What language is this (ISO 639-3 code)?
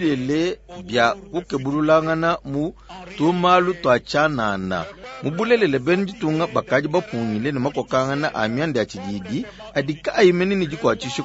lua